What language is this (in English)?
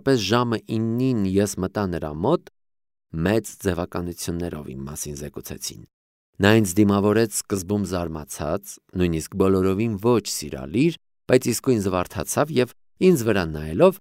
Armenian